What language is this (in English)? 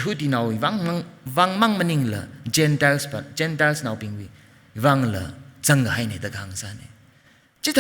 Tangkhul Naga (India)